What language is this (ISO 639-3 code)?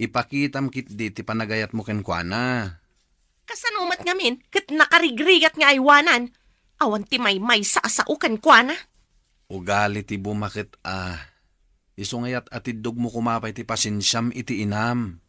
ilo